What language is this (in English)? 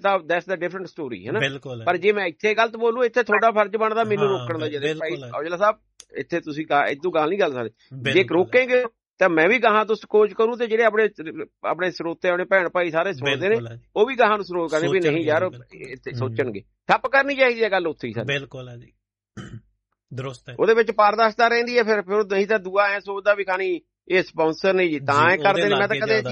Punjabi